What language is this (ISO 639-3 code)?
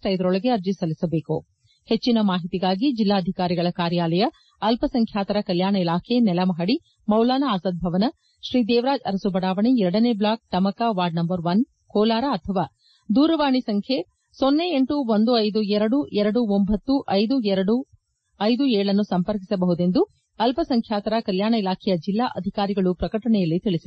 kan